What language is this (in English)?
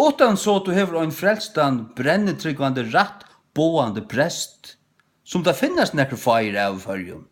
Faroese